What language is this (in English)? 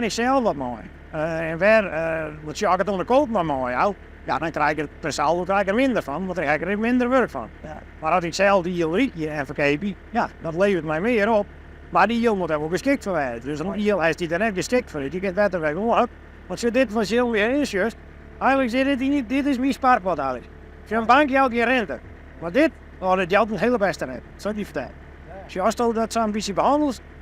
Western Frisian